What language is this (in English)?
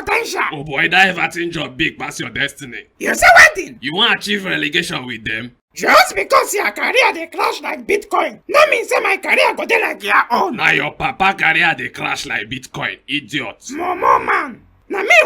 Nigerian Pidgin